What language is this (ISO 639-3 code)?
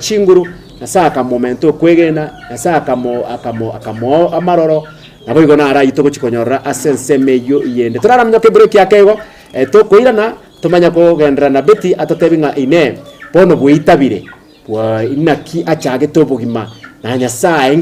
guz